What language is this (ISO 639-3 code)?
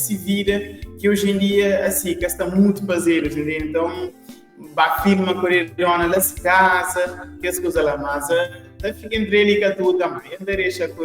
kea